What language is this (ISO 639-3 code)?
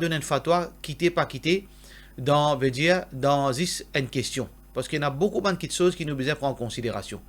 mfe